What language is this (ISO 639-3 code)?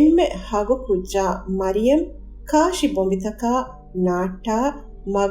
div